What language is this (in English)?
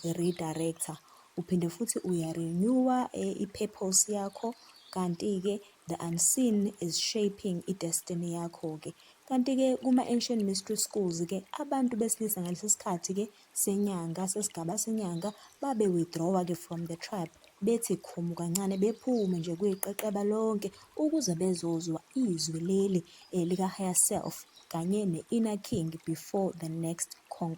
Zulu